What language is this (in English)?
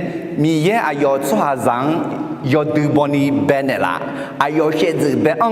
Akha